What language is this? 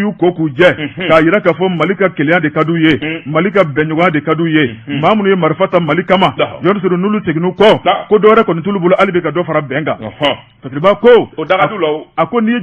Bambara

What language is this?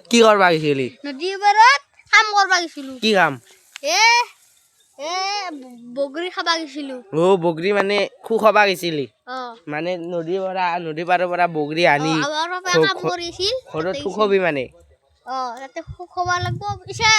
Assamese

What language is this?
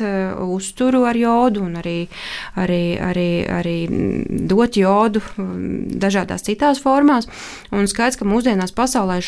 Latvian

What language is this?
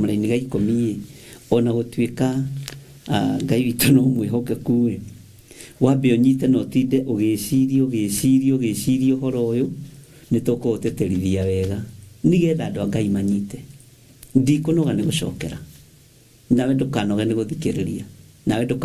Kikuyu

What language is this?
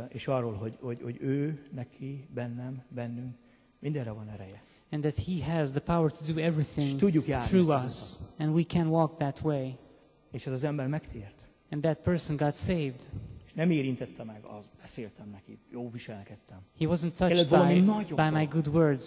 Hungarian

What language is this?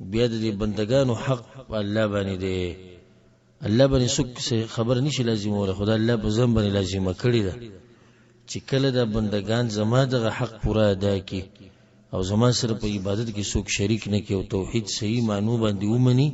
Pashto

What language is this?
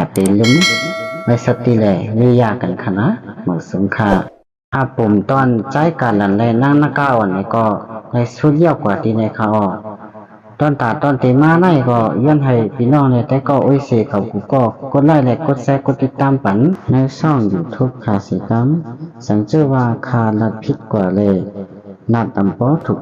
Shan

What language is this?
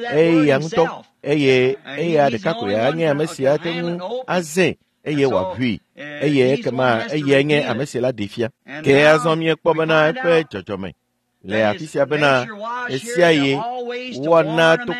Ewe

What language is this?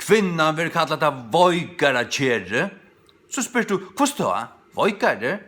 Faroese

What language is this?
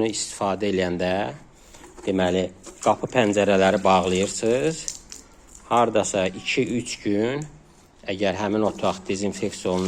Azerbaijani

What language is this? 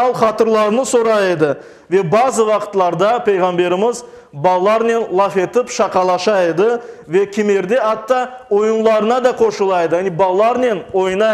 Crimean Tatar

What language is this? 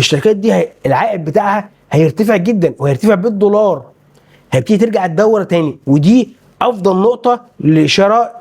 Egyptian Arabic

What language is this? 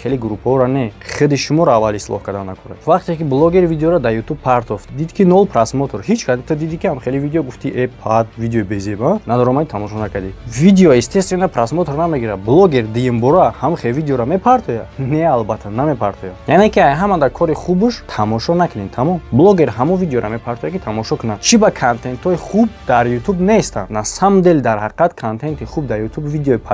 Tajik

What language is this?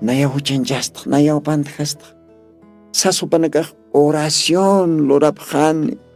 Aymara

